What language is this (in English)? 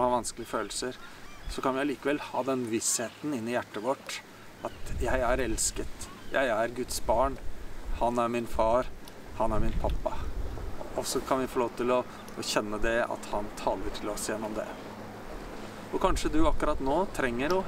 Norwegian